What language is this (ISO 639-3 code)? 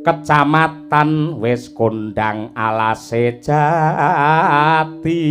jav